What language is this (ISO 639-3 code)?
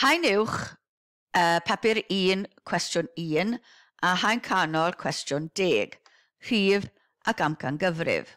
cym